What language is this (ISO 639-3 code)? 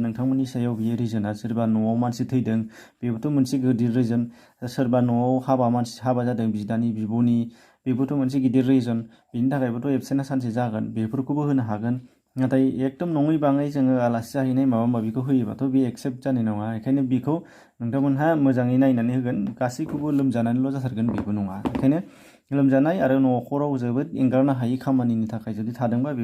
brx